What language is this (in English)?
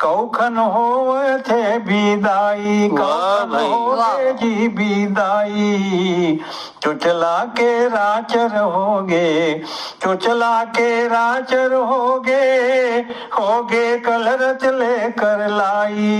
Chhattisgarhi